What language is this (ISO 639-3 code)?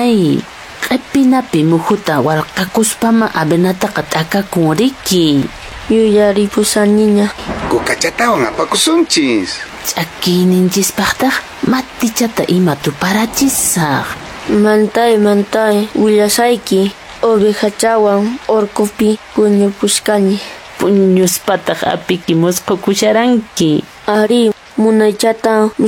que